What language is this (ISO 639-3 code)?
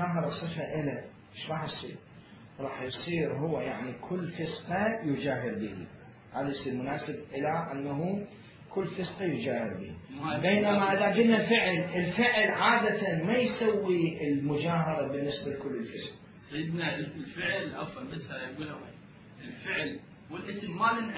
acm